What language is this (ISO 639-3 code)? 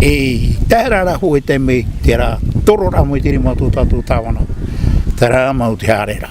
tah